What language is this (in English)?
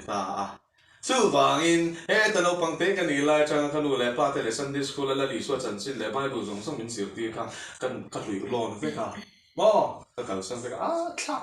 Mizo